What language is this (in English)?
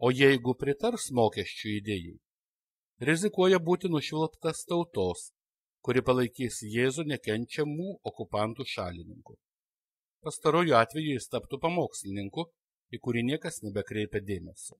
Lithuanian